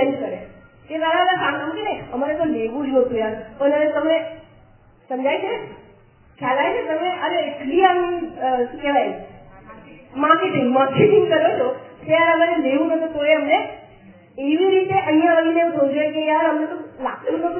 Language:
Gujarati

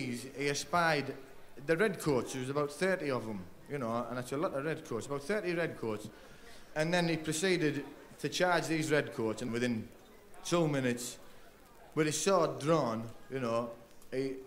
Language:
English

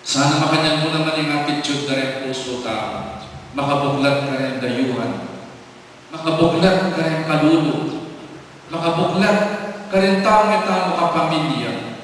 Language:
Pampanga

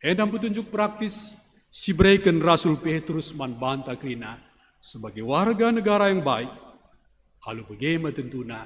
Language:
Batak Karo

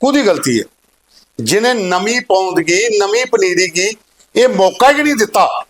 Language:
Dogri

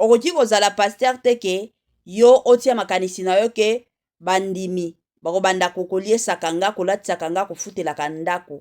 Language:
Lingala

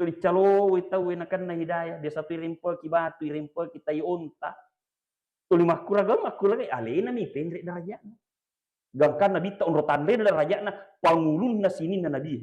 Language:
Buginese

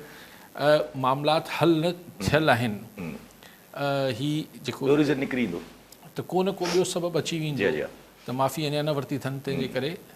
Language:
Sindhi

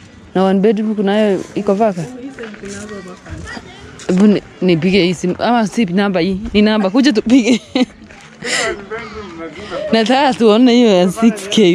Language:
Swahili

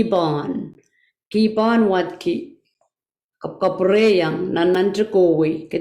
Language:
Pohnpeian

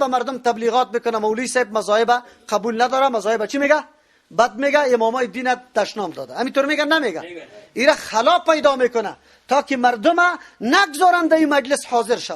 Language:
Persian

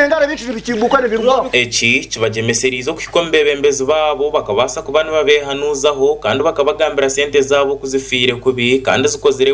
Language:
Nyankole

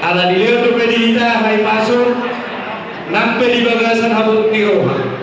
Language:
Batak Toba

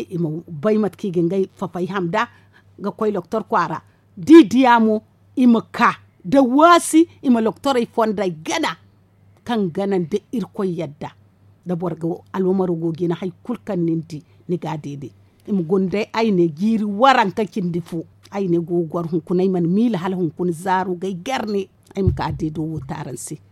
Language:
Zarma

